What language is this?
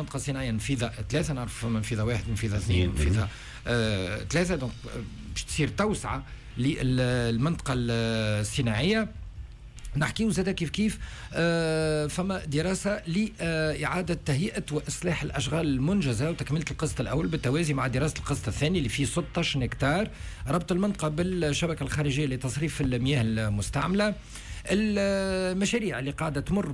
Tunisian Arabic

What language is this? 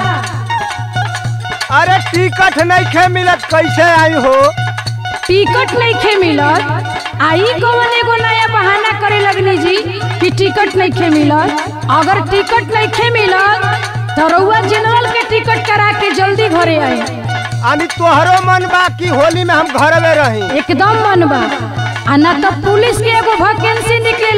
Bhojpuri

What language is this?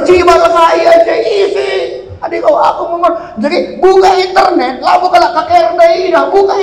Batak Karo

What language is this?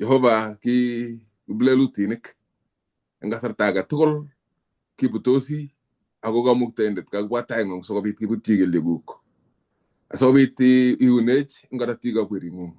Kalenjin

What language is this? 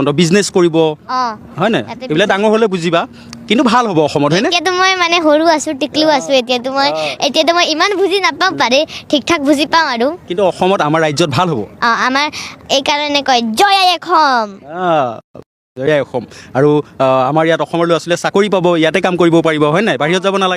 Assamese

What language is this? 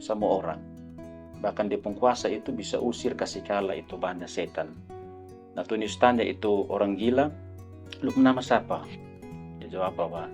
Kupang Malay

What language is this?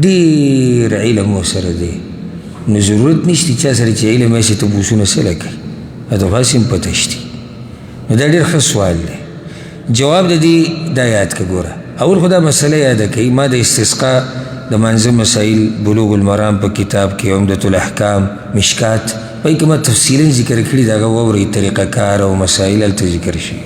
Pashto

